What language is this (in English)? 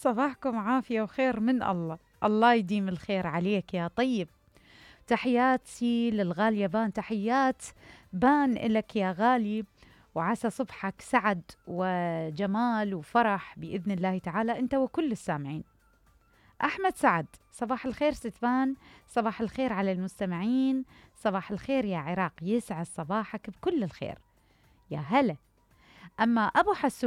Mesopotamian Arabic